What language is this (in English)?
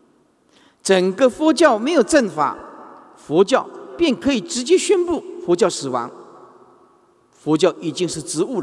Chinese